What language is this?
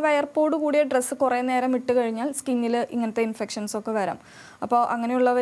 Malayalam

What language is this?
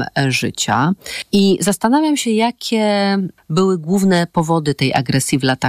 Polish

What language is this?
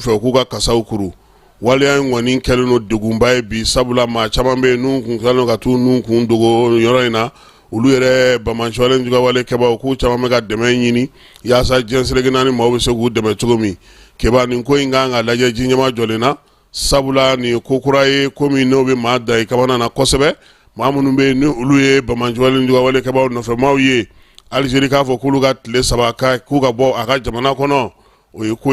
Bambara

